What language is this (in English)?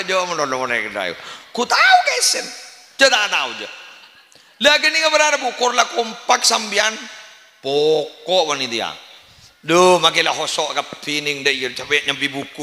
Madurese